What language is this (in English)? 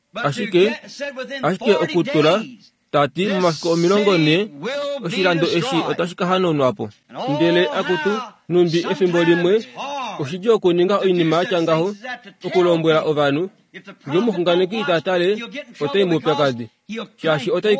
Kuanyama